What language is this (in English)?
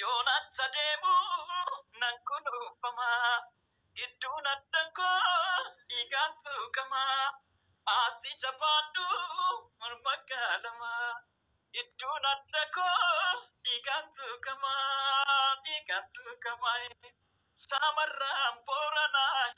Oromo